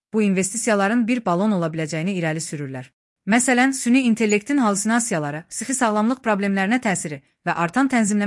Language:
Azerbaijani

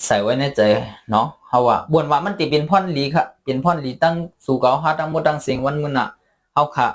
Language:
Shan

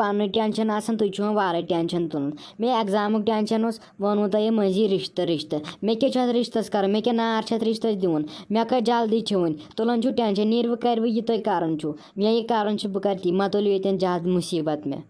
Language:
Kashmiri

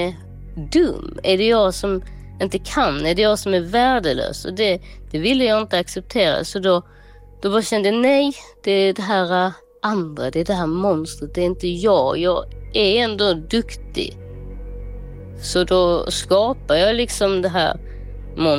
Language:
Swedish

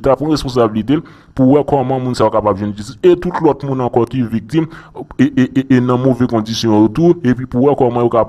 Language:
Haitian Creole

